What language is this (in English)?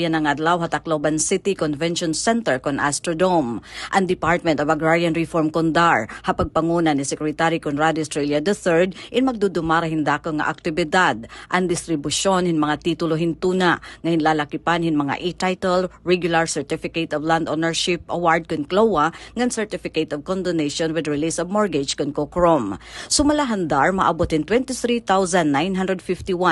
Waray